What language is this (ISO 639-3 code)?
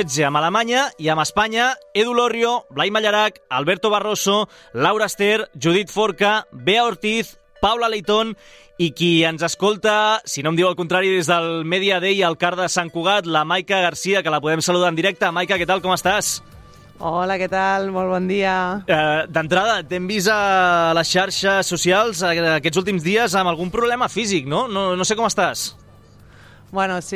cat